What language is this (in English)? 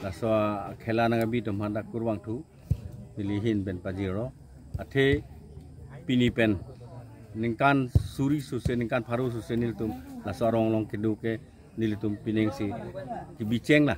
Karbi